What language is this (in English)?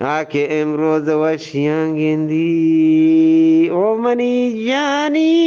Eastern Balochi